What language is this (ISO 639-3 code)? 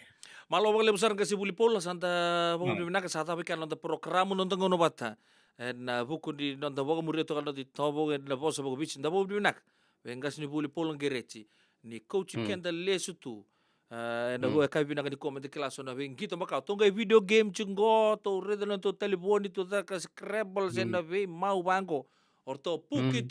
fij